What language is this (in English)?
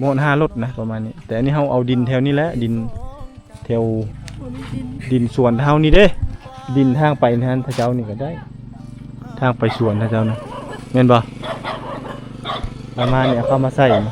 Lao